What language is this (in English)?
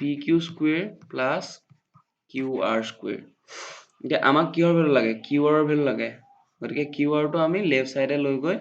Assamese